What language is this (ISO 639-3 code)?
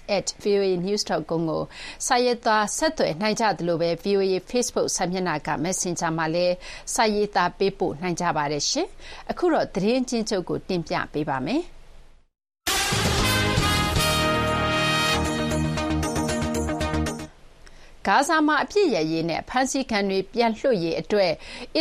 mya